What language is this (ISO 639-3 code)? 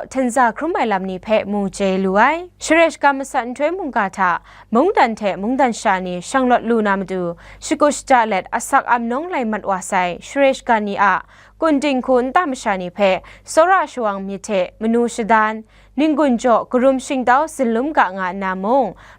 kac